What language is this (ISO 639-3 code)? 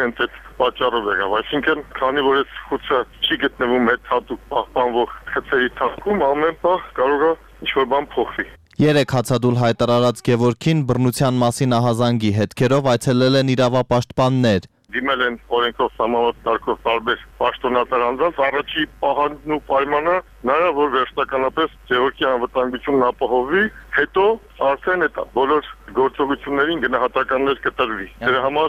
hye